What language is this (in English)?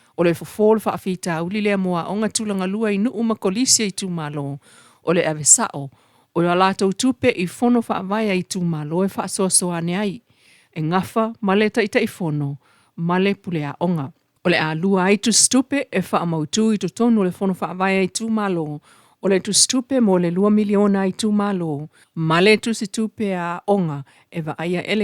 Samoan